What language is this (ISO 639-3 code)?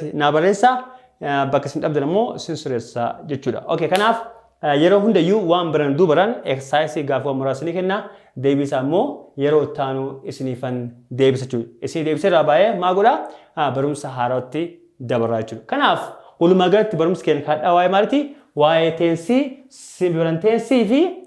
orm